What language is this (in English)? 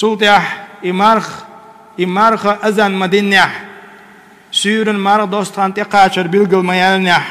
Chechen